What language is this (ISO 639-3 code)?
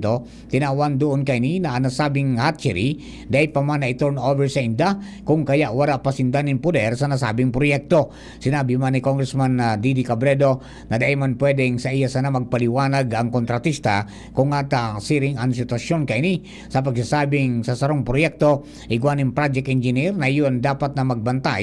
bik